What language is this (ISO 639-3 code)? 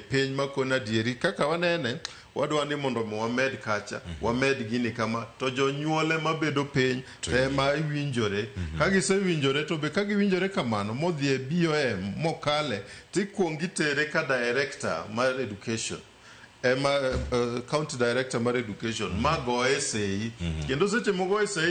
luo